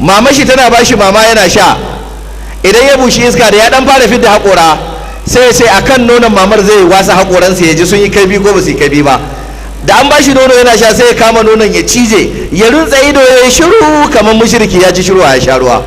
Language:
Hausa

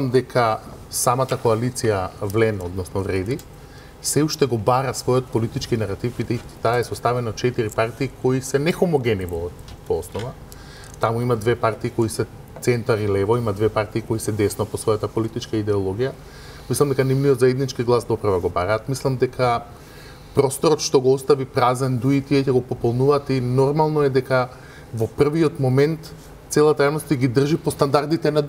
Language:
Macedonian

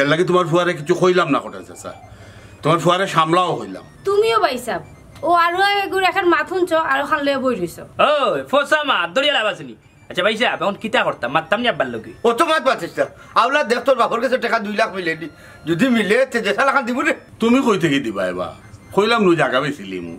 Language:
Sylheti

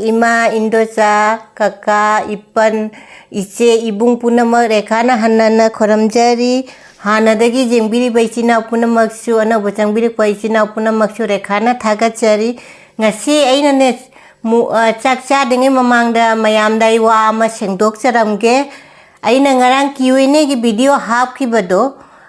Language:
Manipuri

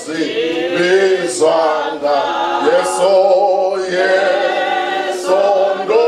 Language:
Venda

